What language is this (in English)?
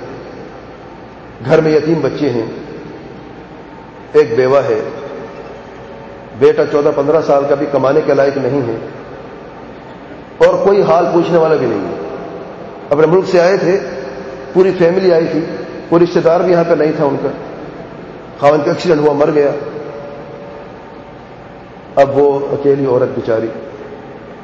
Urdu